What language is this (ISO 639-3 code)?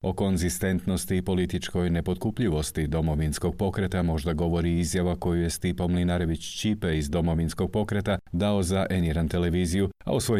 hrv